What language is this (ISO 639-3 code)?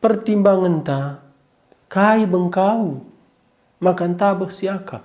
btx